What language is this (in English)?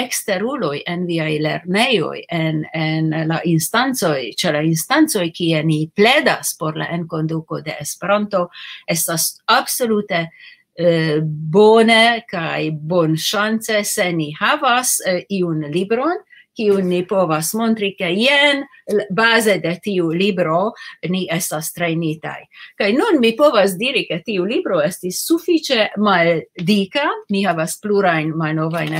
Esperanto